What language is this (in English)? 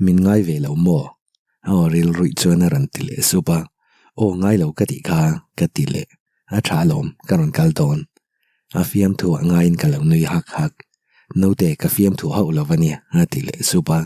Mizo